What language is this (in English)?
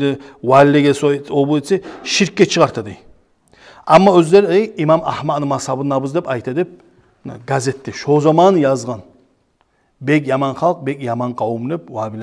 Kumyk